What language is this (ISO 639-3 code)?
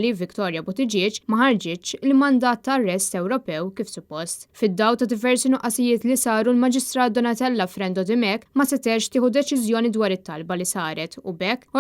mlt